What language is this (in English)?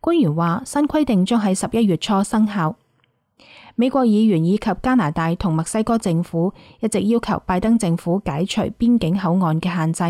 Cantonese